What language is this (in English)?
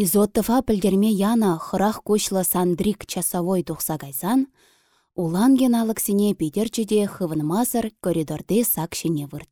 Chuvash